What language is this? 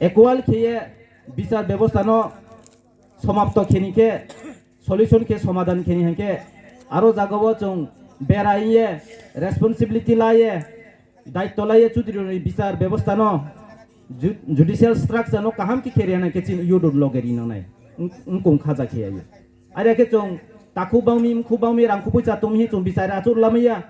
Riang (India)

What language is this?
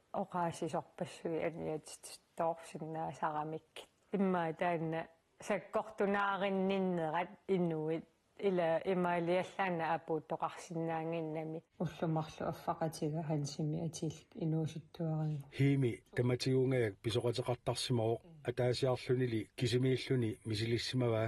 Kalaallisut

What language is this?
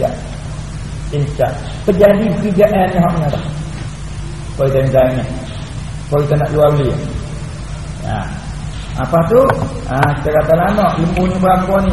Malay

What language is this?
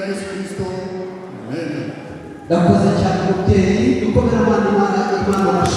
Kinyarwanda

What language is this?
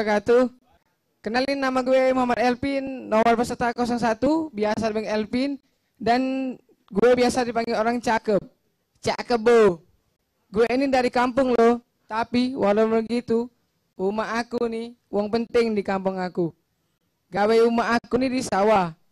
Musi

